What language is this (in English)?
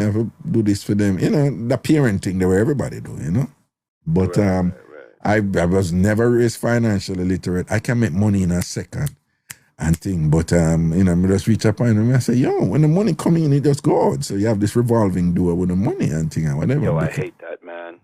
Jamaican Creole English